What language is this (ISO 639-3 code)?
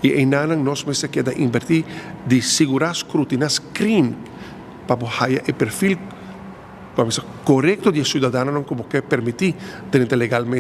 pap